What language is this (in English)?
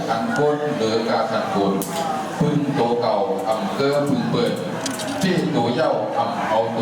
Shan